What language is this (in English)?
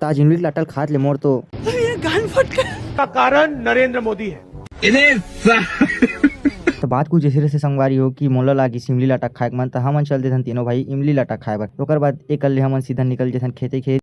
Chhattisgarhi